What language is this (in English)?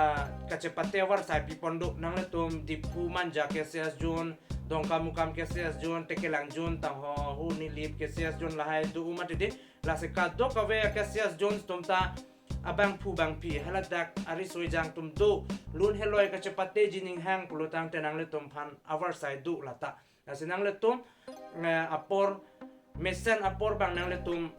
Karbi